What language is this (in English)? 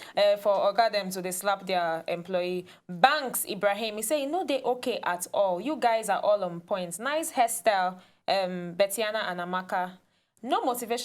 Nigerian Pidgin